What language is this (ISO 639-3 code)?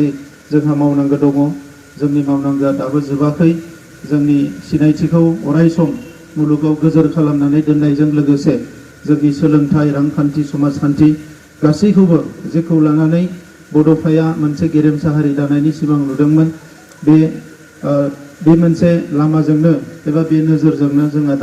brx